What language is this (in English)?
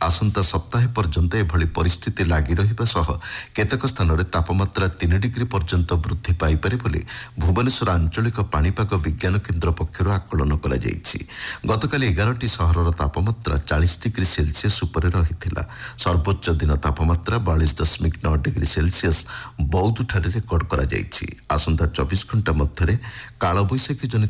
Odia